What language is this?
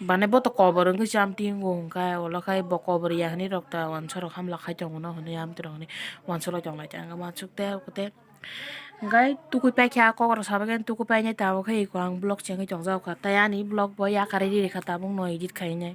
Kok Borok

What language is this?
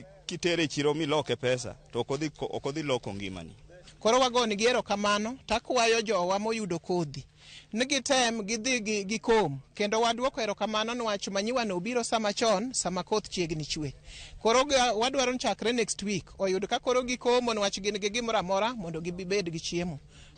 Luo (Kenya and Tanzania)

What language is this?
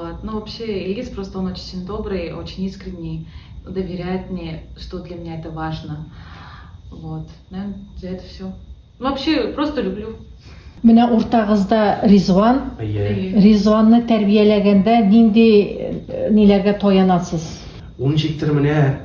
Tatar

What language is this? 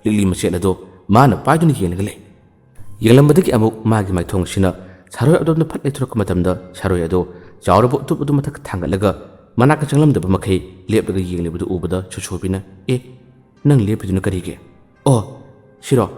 Manipuri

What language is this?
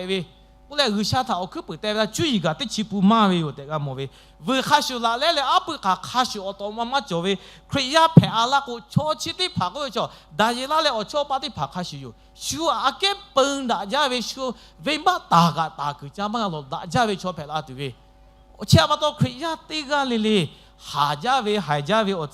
Lahu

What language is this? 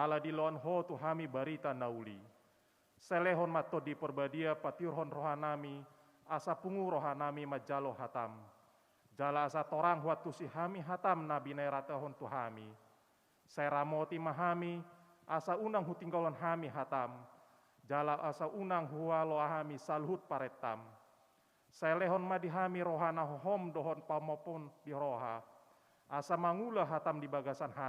Batak Toba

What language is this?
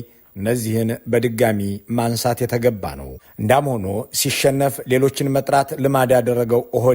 Amharic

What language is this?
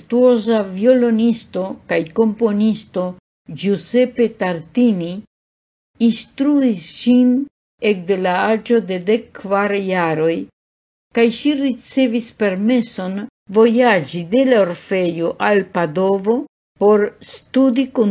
Esperanto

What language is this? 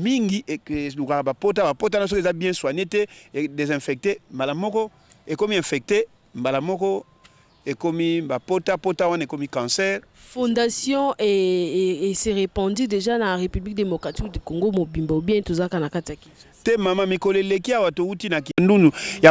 Lingala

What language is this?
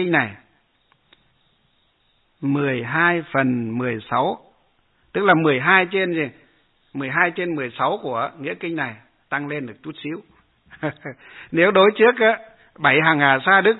Vietnamese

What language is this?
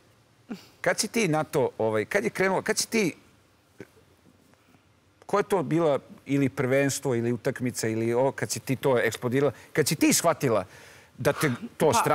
Serbian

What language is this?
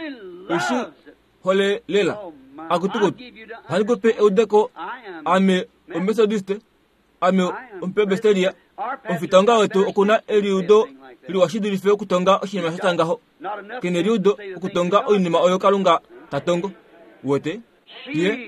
Kuanyama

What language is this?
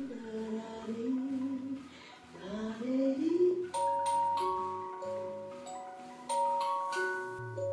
Romanian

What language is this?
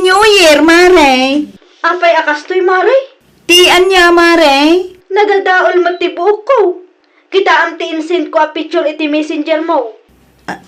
Iloko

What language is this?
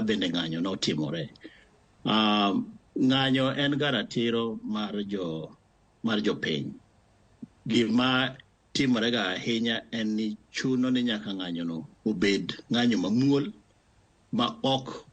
Luo (Kenya and Tanzania)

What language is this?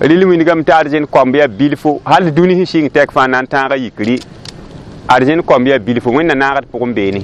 Mossi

